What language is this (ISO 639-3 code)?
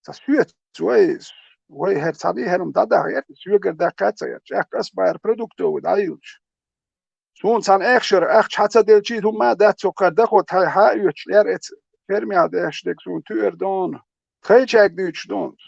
che